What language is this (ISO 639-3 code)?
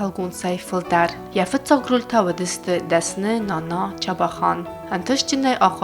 oss